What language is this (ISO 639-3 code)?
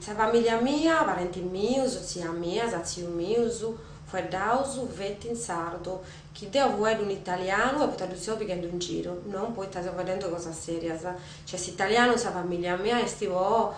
srd